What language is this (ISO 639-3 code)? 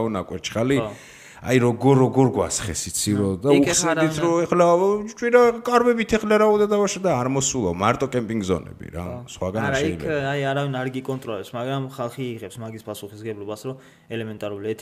kat